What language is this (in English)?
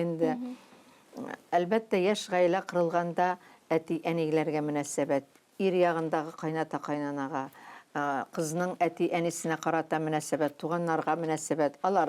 Tatar